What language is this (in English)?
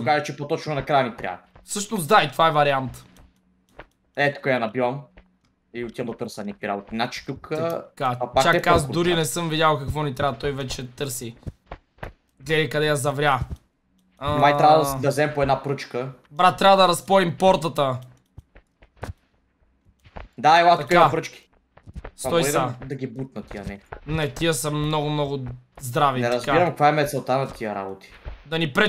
Bulgarian